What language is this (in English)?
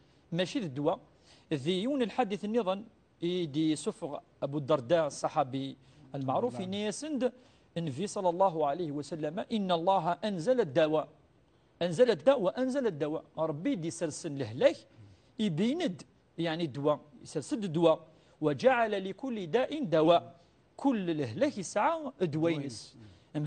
Kabyle